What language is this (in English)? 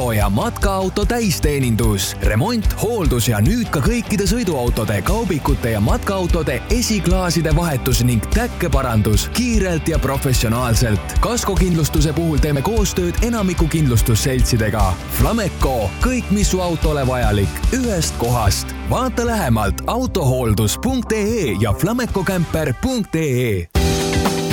Estonian